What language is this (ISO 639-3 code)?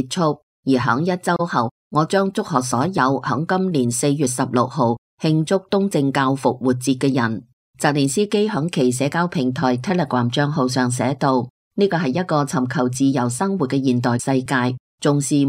yue